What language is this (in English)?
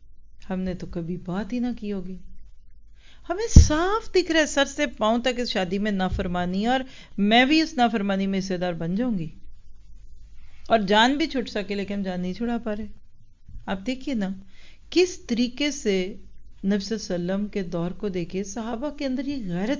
Urdu